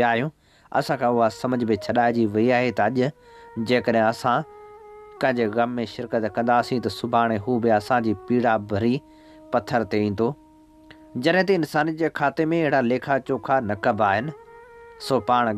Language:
Sindhi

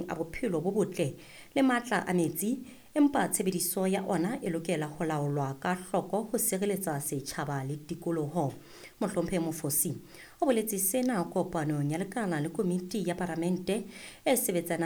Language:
Southern Sotho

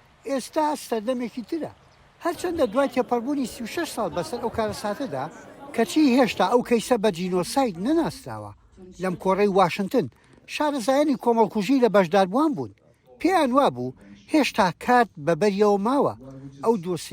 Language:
Central Kurdish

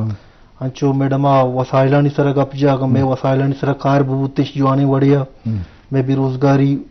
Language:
Eastern Balochi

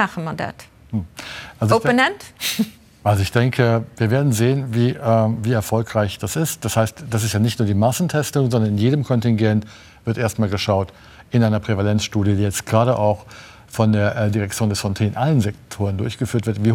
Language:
Luxembourgish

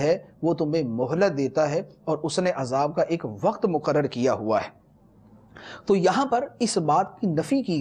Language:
Urdu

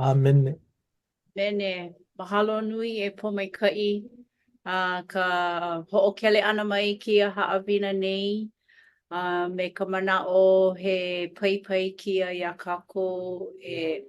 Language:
Hawaiian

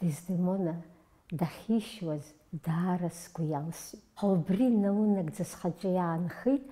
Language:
Abkhazian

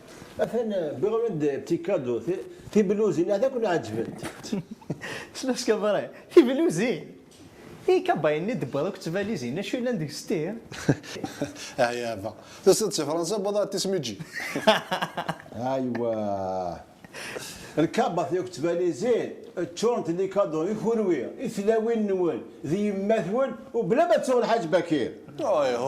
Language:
Kabyle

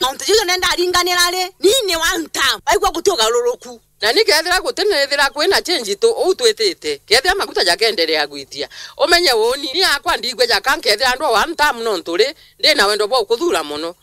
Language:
Meru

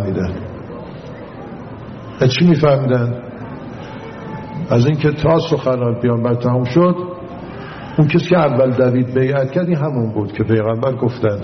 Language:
Persian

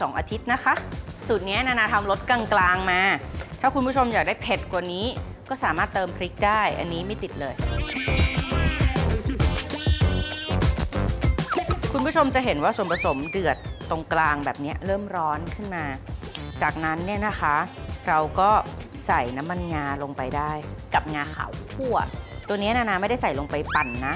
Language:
Thai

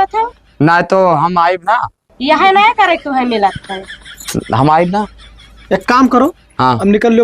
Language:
Awadhi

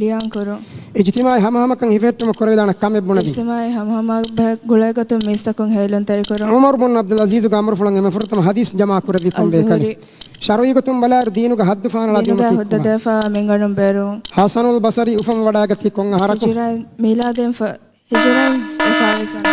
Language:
Divehi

